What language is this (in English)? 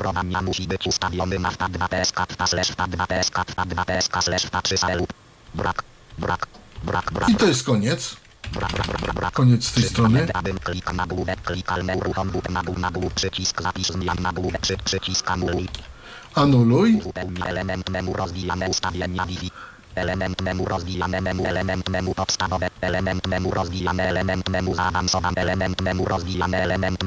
Polish